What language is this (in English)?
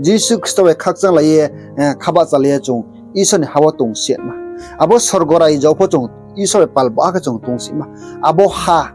Riang (India)